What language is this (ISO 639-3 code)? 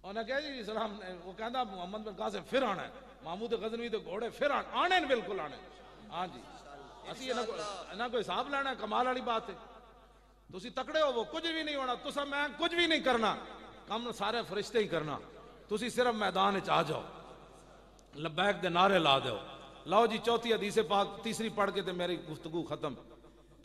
lah